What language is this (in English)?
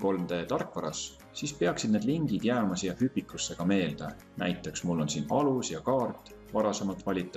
Estonian